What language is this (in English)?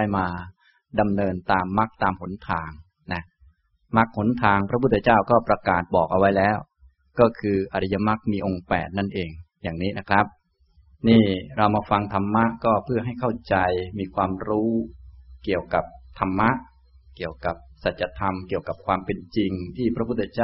Thai